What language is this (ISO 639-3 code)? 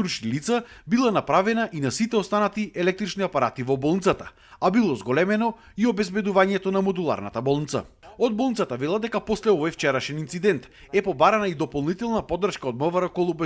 mkd